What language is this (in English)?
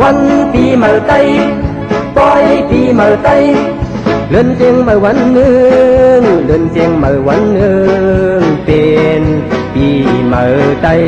Shan